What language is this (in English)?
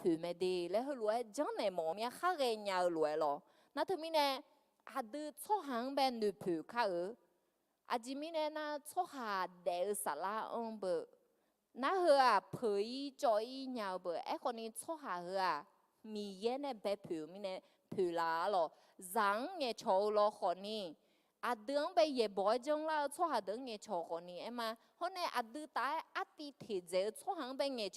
Akha